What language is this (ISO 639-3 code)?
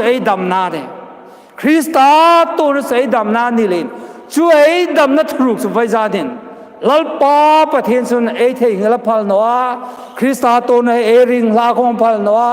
hmr